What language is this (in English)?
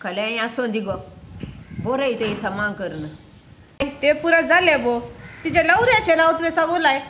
Konkani